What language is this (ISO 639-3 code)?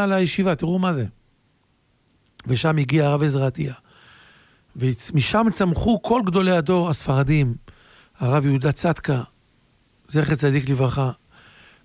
heb